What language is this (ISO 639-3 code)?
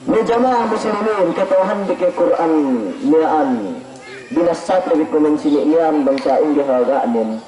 yka